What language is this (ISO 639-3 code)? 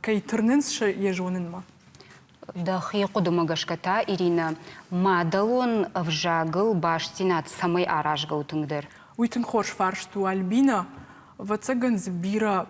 oss